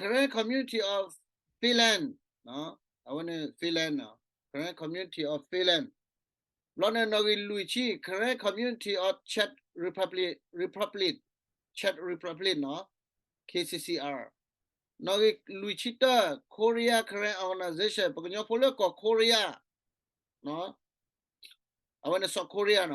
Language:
S'gaw Karen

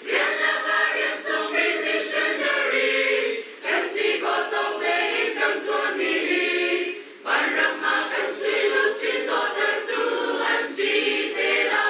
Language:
Hakha Chin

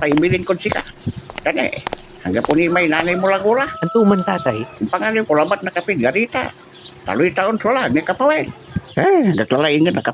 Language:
Pangasinan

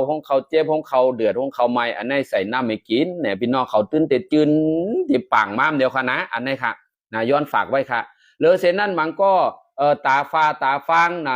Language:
Shan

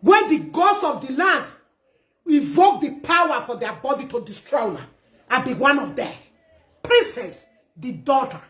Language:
Nigerian Pidgin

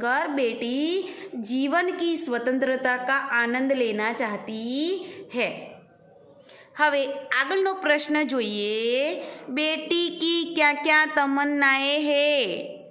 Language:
Gujarati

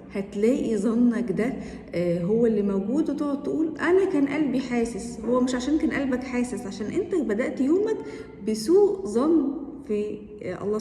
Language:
Egyptian Arabic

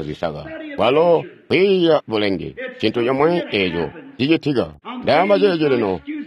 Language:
Tonga (Zambia)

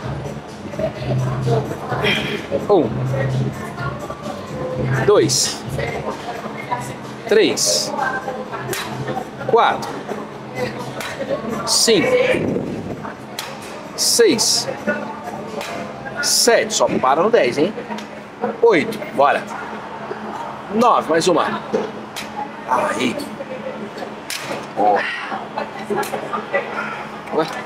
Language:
Portuguese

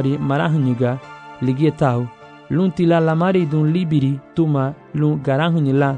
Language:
Garifuna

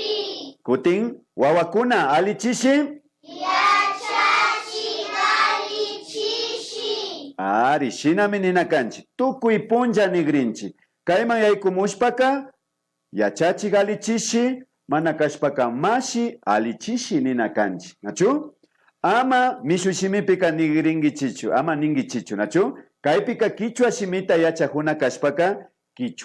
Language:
Imbabura Highland Quichua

